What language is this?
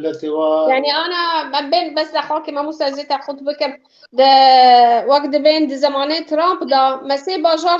Kurdish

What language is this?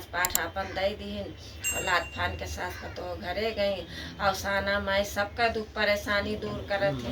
Awadhi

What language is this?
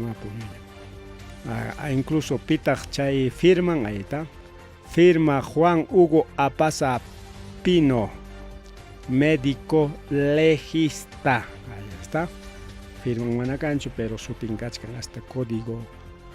Ayacucho Quechua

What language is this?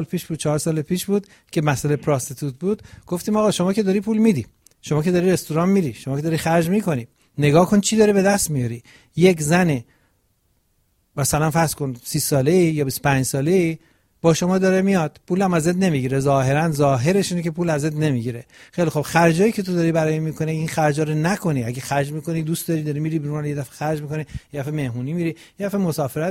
Persian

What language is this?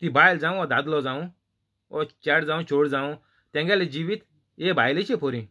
Konkani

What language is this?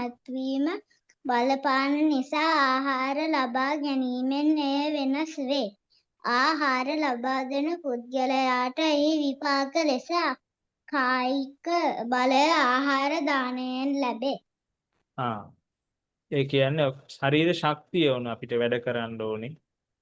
Sinhala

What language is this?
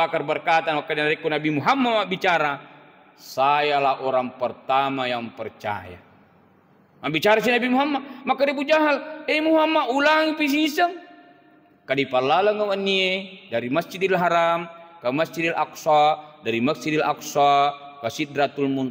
Buginese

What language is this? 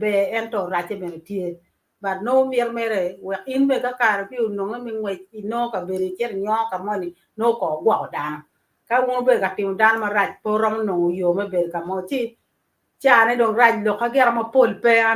Acoli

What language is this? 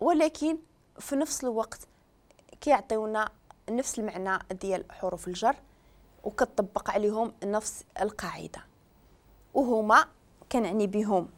Moroccan Arabic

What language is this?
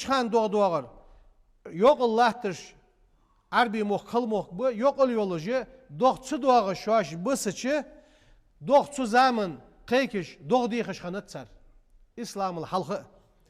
Ingush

